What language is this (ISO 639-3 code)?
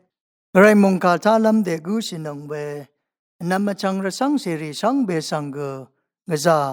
raw